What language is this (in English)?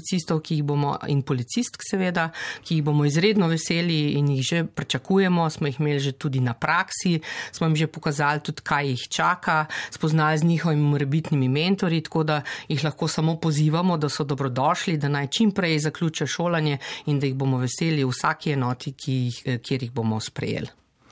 Slovenian